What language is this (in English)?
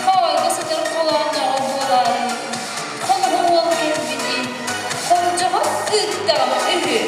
Yakut